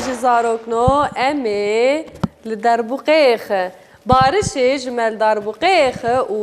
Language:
Kurdish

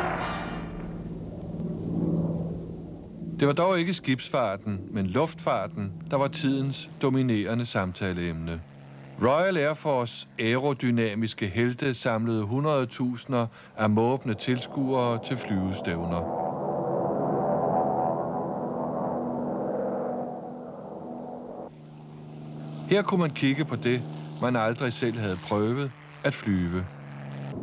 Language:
Danish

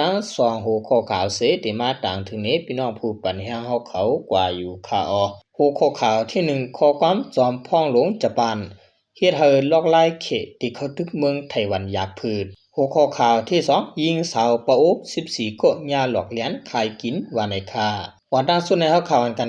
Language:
Shan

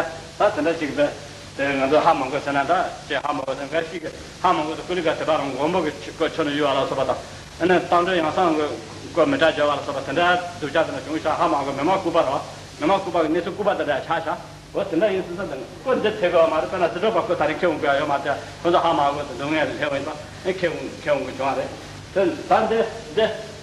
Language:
Tibetan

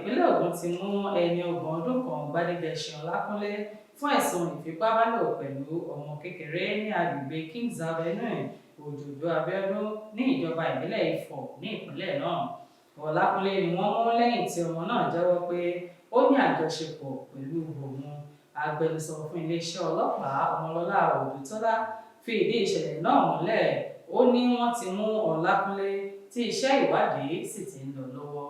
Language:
Yoruba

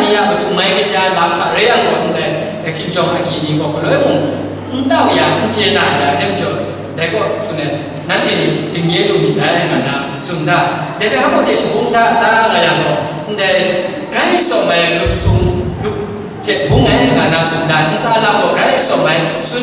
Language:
Kachin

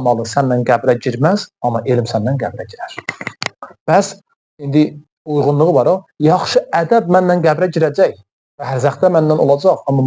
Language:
Azerbaijani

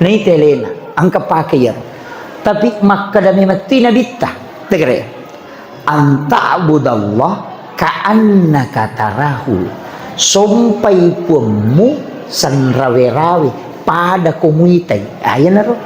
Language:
Buginese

